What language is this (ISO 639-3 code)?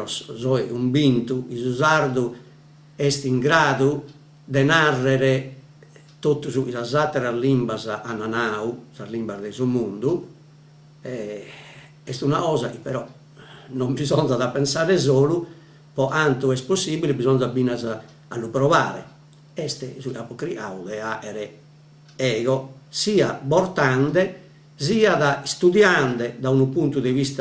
srd